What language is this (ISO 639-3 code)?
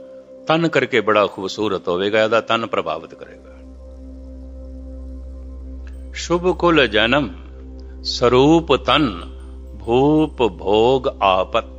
pan